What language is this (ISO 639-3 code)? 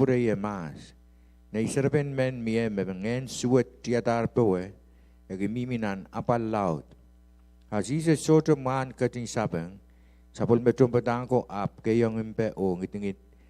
pon